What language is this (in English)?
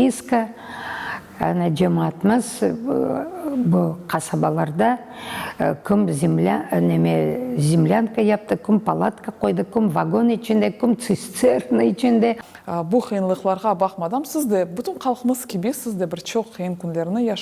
Crimean Tatar